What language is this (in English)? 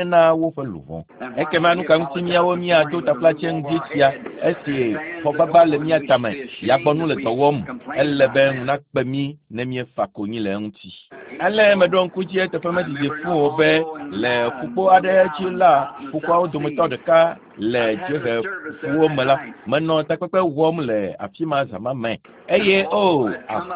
Ewe